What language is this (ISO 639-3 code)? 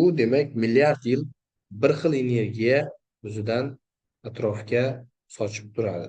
uzb